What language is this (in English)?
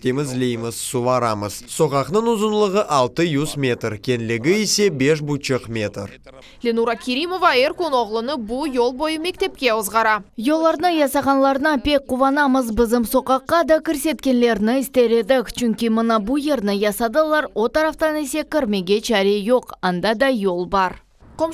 Crimean Tatar